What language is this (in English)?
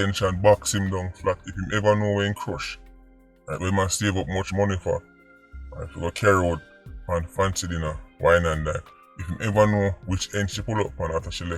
Jamaican Creole English